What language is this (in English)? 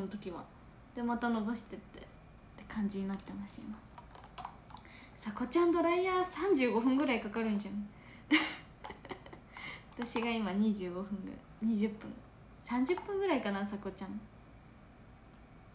Japanese